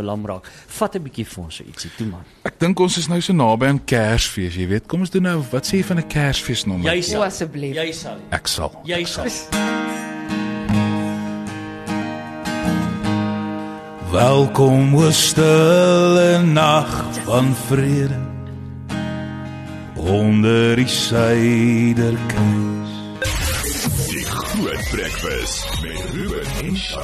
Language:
Afrikaans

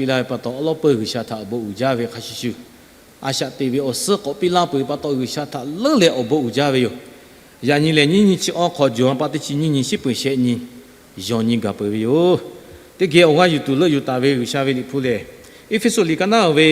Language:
Lahu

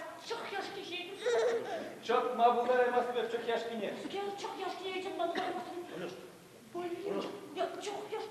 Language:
Chuvash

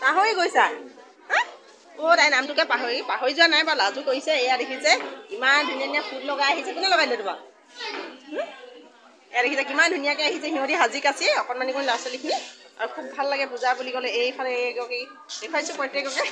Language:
Assamese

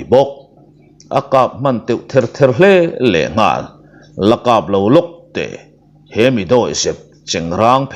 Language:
Mizo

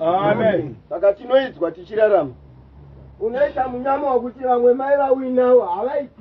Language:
Shona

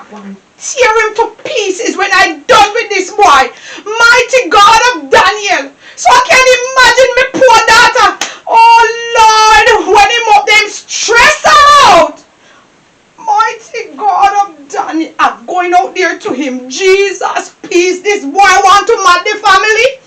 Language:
Jamaican Creole English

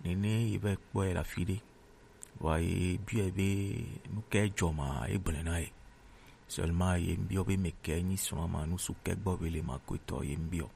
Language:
Gen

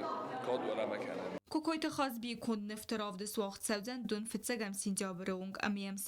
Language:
Ossetic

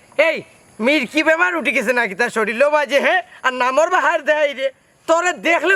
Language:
Sylheti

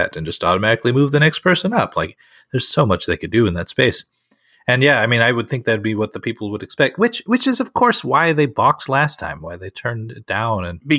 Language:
English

